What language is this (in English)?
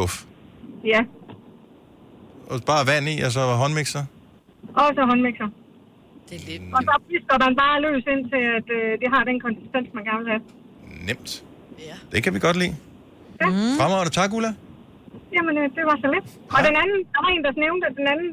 Danish